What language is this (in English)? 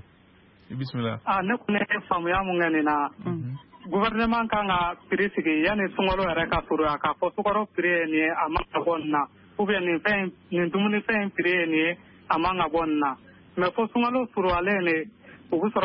Bambara